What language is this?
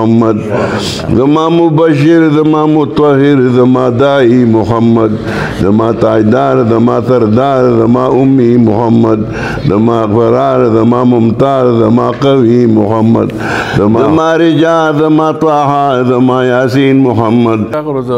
Pashto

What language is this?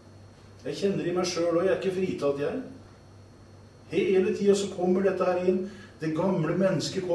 Norwegian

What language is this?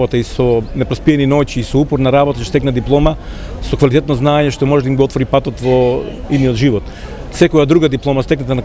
Macedonian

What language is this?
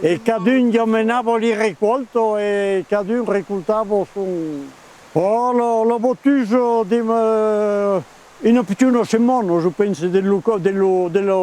Occitan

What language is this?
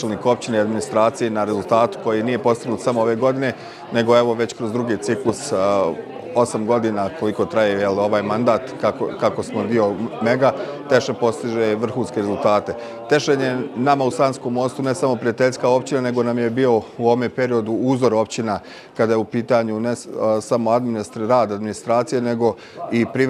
Bosnian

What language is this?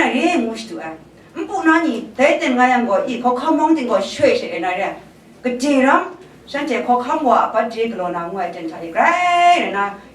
Kachin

